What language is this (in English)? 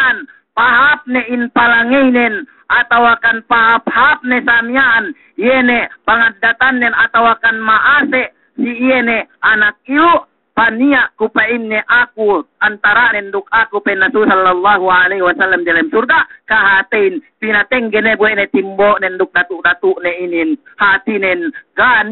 Yakan